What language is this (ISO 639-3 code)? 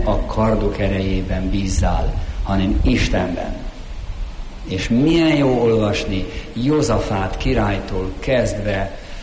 hun